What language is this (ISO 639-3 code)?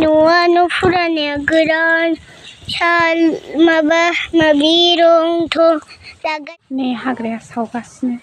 brx